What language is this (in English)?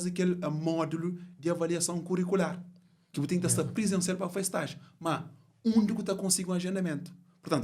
Kabuverdianu